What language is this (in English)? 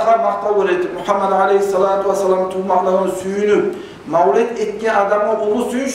Kumyk